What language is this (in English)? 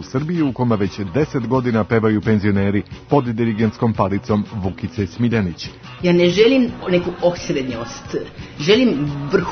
Serbian